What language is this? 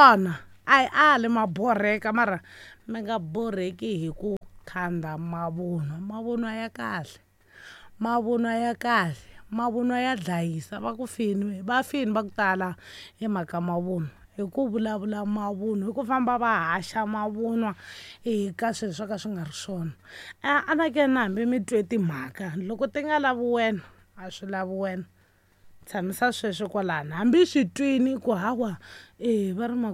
Tsonga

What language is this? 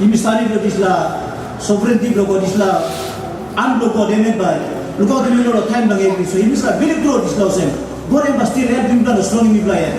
Tok Pisin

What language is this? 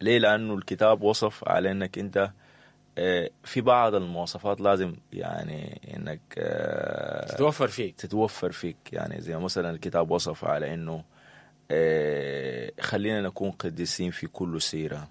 Sudanese Arabic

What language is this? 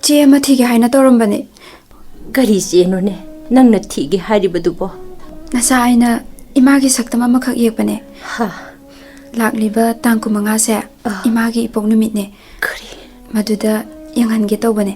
Manipuri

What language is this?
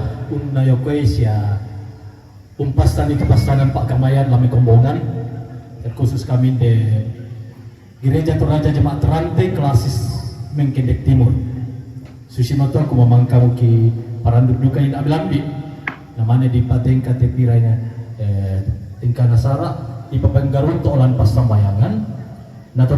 Toraja-Sa'dan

